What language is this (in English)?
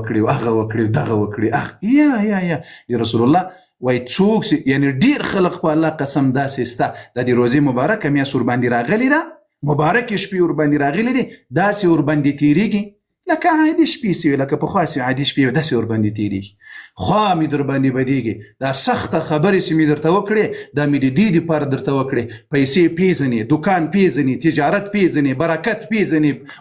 Pashto